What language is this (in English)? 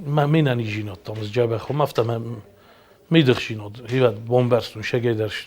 Ossetic